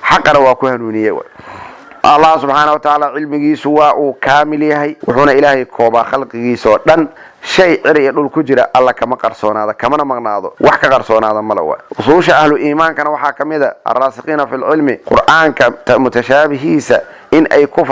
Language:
Somali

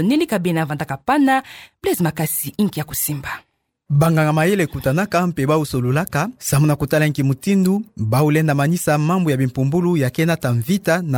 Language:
Kituba (Democratic Republic of Congo)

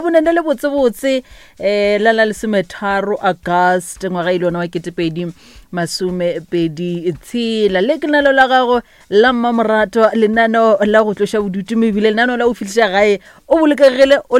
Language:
Northern Sotho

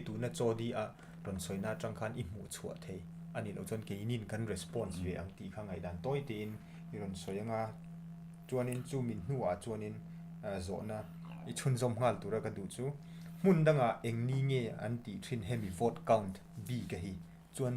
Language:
Mizo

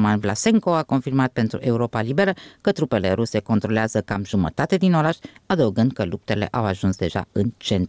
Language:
Romanian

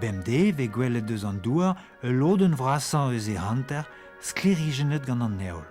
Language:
Breton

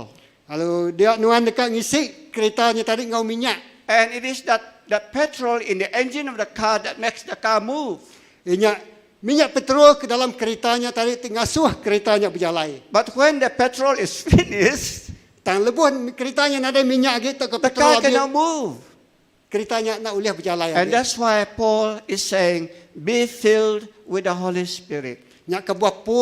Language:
Iban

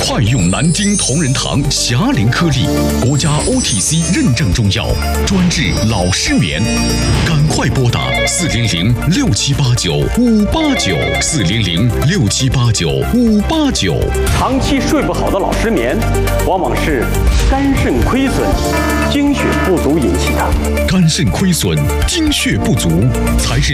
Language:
Chinese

